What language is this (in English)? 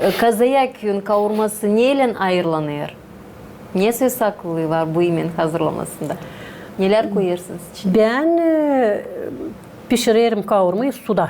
Gagauz